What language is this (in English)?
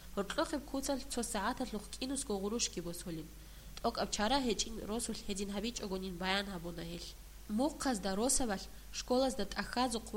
Avaric